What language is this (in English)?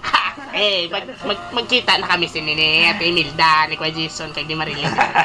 Hiligaynon